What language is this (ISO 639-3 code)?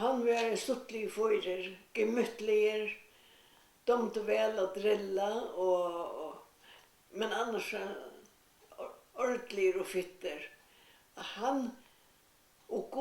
fao